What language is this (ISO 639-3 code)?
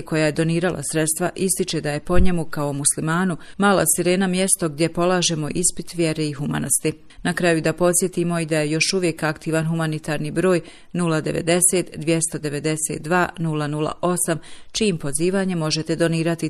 bos